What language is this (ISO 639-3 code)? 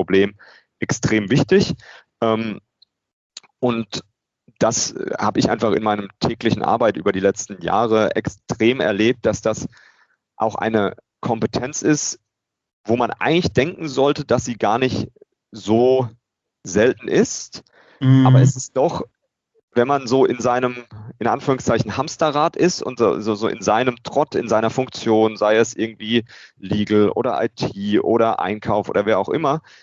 deu